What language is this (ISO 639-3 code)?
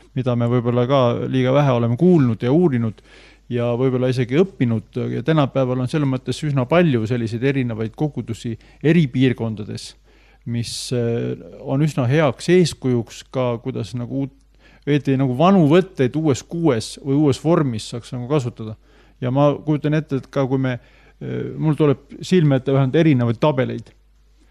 est